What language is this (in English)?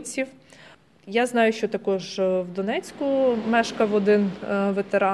Ukrainian